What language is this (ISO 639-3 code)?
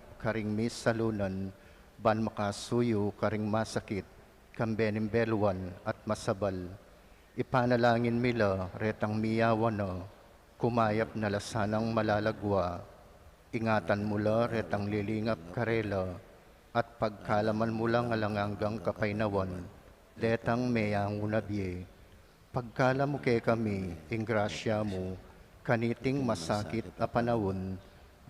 pam